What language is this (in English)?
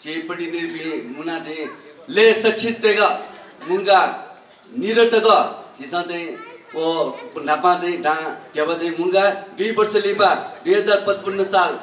Newari